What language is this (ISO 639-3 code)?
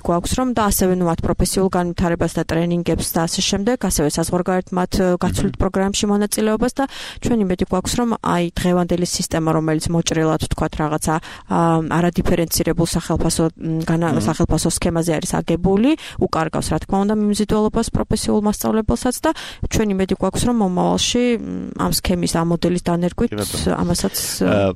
kat